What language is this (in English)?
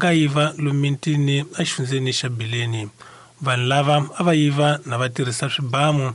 Tsonga